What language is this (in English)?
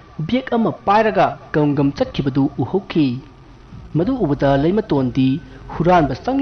Manipuri